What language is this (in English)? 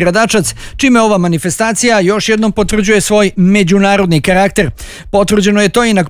Bosnian